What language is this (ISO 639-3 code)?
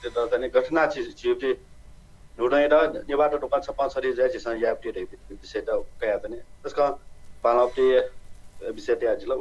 new